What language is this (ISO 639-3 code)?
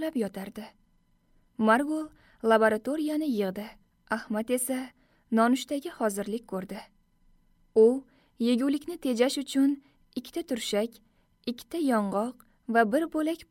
uzb